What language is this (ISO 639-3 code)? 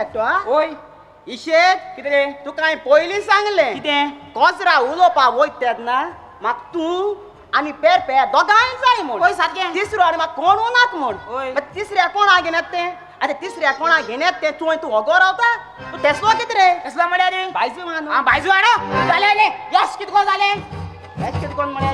kok